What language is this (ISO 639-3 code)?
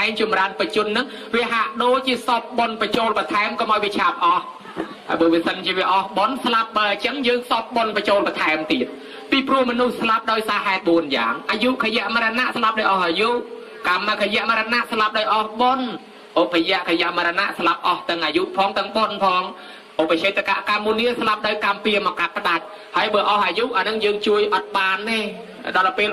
khm